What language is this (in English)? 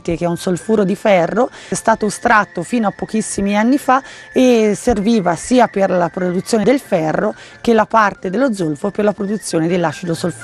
Italian